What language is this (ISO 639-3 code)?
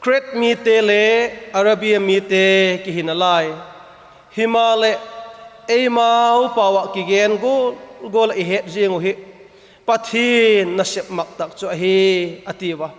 vap